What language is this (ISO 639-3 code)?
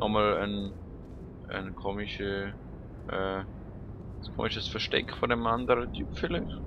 gsw